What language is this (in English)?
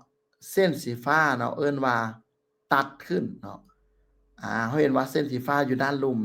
Lao